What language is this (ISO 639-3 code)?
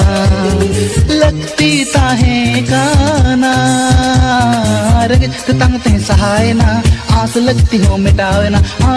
sat